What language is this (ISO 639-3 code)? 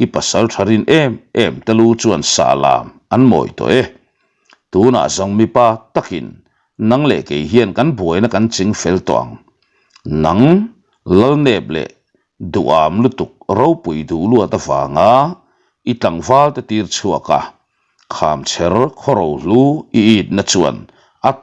lus